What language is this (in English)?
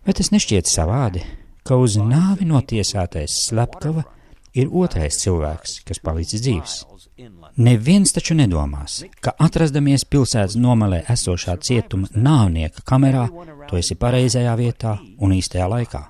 Latvian